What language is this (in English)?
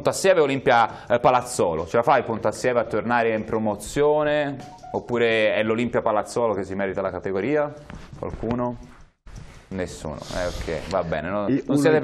Italian